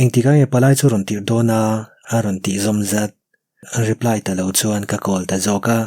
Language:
Mizo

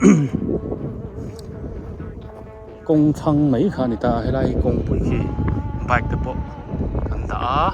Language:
Biete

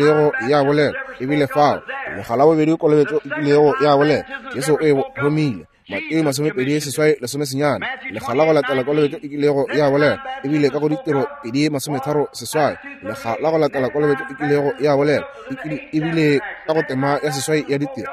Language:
Northern Sotho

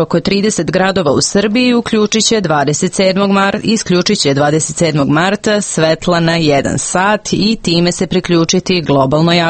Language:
Serbian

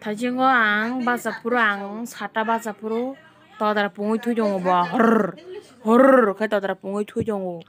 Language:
Kok Borok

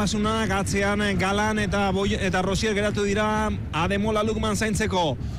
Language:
Basque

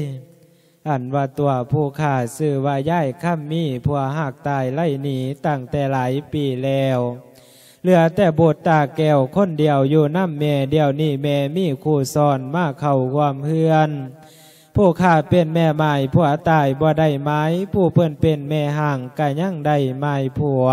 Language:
Lao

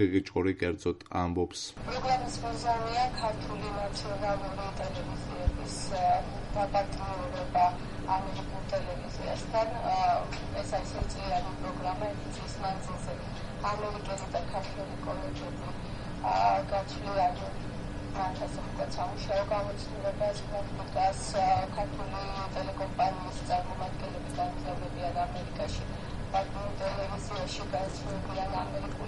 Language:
Georgian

